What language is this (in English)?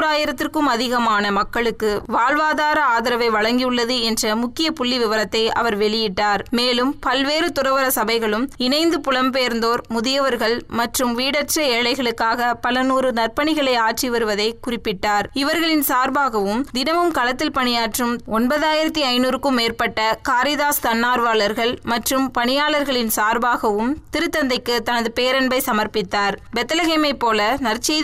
Tamil